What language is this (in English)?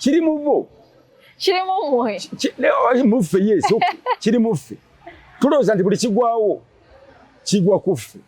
Ganda